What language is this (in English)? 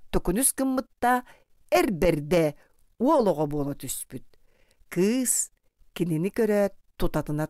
Yakut